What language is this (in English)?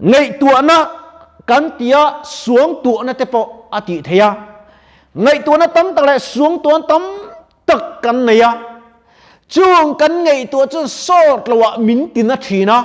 Mizo